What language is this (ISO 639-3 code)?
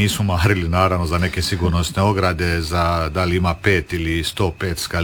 hrv